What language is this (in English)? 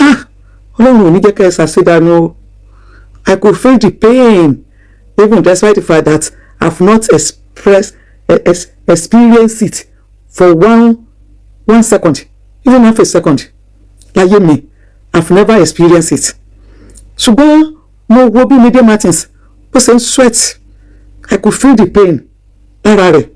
Yoruba